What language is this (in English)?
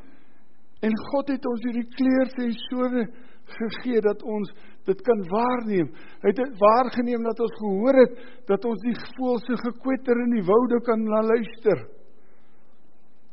Afrikaans